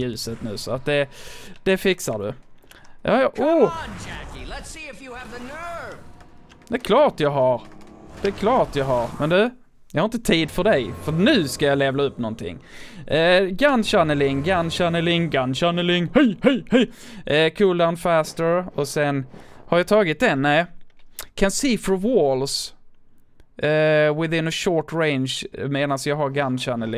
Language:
Swedish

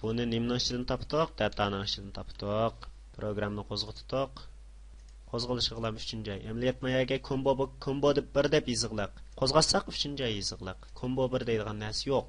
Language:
Uyghur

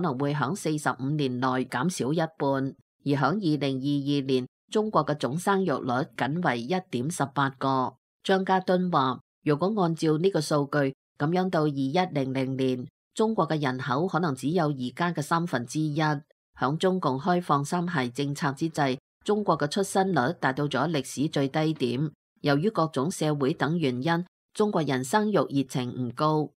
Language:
Cantonese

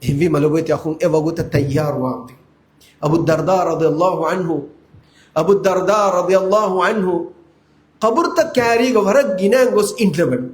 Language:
Divehi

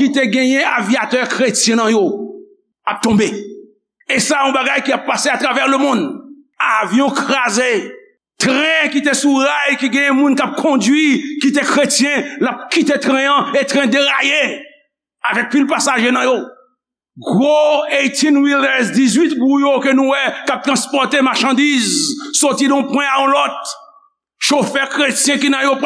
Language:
Haitian Creole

